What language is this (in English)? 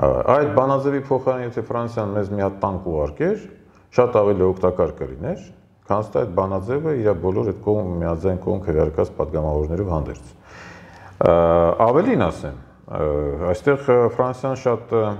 Armenian